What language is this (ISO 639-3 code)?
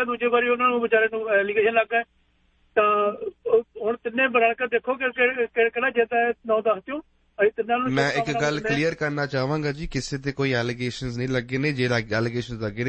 pan